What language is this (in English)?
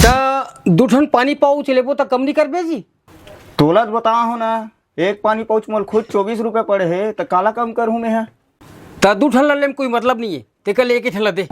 Chhattisgarhi